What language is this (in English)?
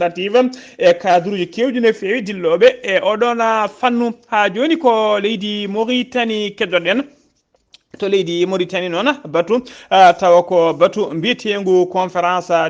Fula